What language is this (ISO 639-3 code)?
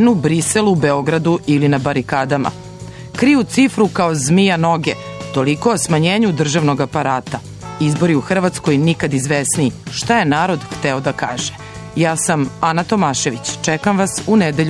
srp